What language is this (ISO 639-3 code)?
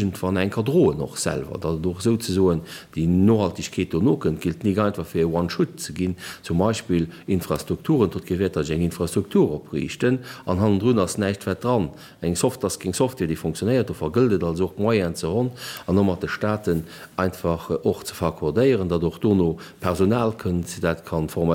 ltz